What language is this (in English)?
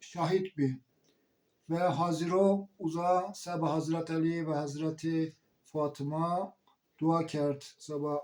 Zaza